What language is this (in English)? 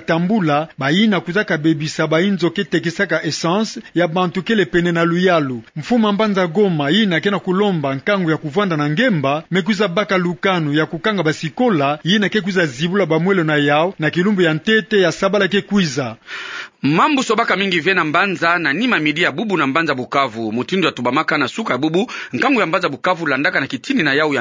Kituba (Democratic Republic of Congo)